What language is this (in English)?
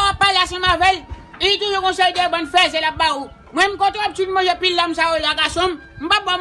Haitian Creole